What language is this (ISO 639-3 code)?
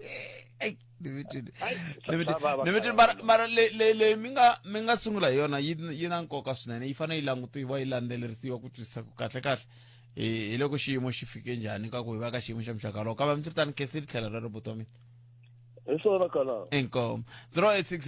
tso